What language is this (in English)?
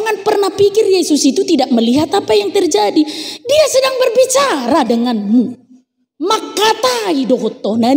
Batak Toba